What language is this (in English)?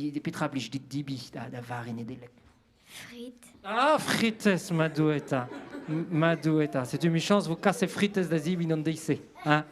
Breton